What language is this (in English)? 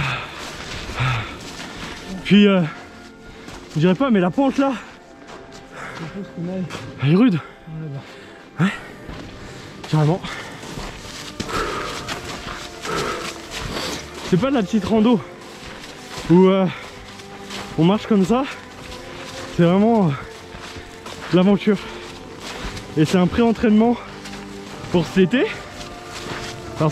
French